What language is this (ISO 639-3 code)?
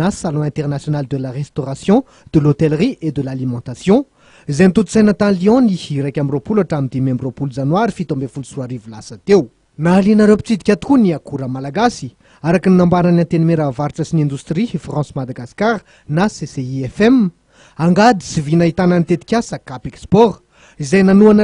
mlg